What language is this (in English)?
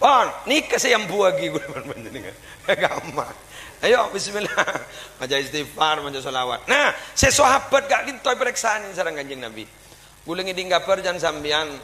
Madurese